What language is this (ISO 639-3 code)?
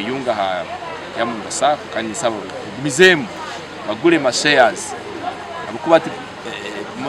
nyn